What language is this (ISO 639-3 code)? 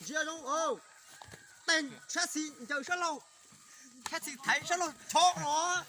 hmn